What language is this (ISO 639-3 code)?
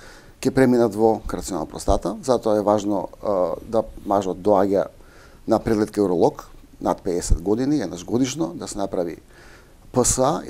mkd